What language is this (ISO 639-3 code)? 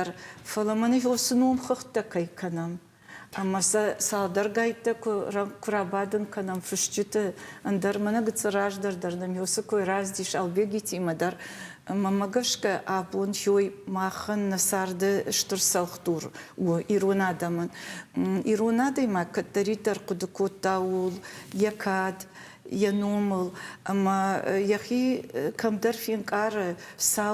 oss